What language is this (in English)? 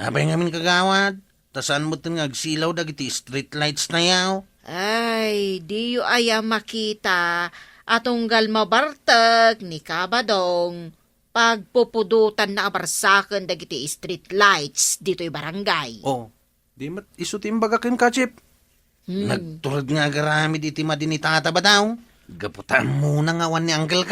Iloko